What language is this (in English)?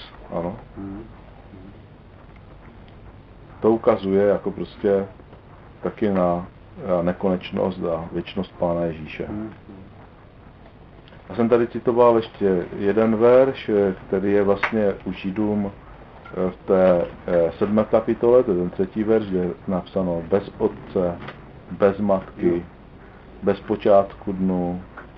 Czech